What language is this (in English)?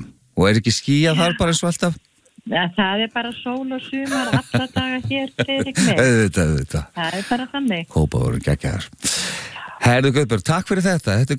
Icelandic